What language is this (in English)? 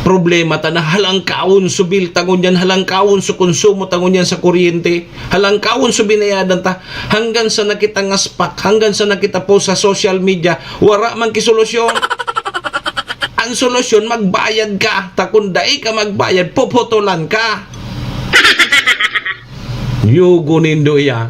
Bikol